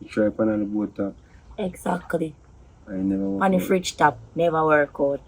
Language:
Jamaican Creole English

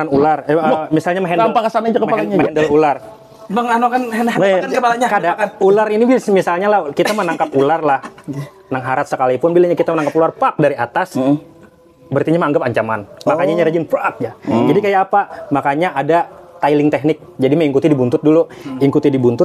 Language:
Banjar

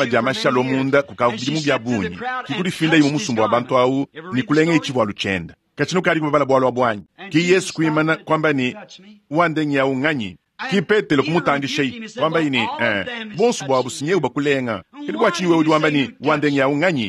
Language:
Luba-Lulua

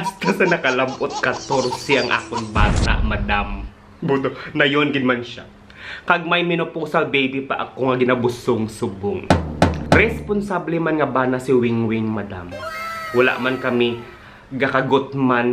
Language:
Hiligaynon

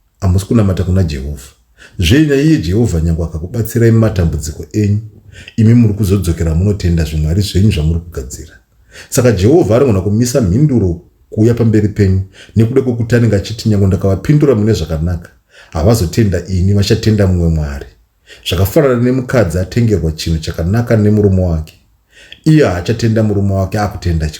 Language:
Shona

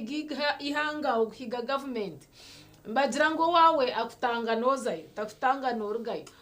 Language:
Nyankole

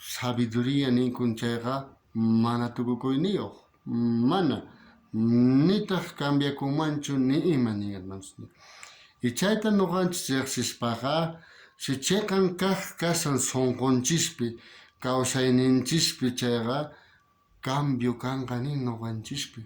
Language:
South Bolivian Quechua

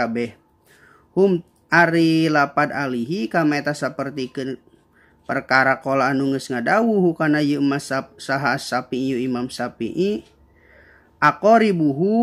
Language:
Sundanese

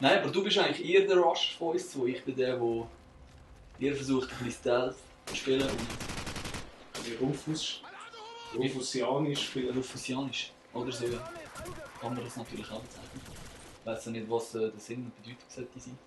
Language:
Swiss German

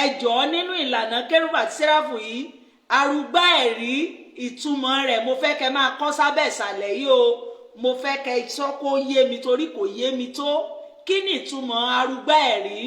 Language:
Yoruba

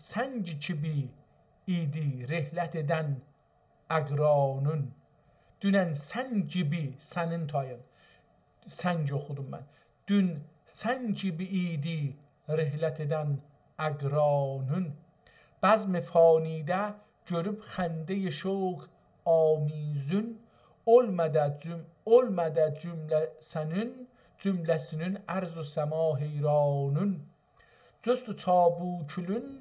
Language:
South Azerbaijani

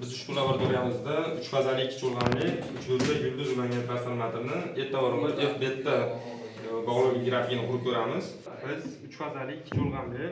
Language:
Uzbek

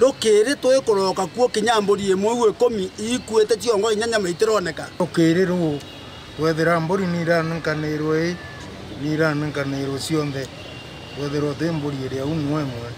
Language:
Meru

